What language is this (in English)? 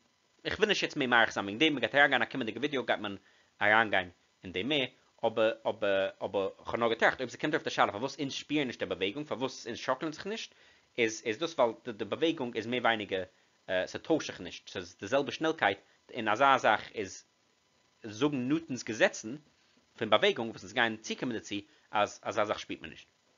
Yiddish